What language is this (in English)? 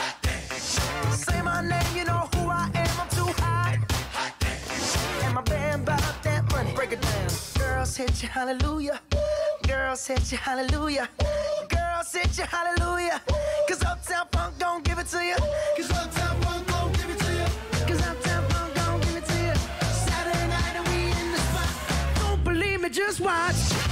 English